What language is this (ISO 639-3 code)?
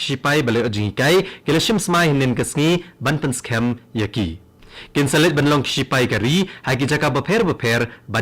kha